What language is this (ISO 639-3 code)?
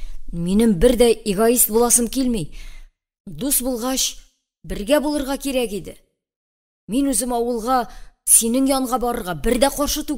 tat